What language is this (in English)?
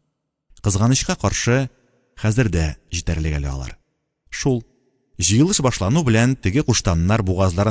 Tatar